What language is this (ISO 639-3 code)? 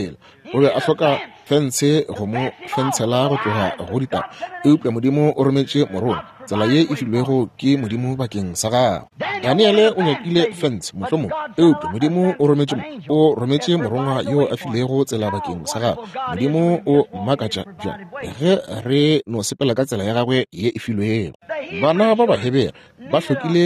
nso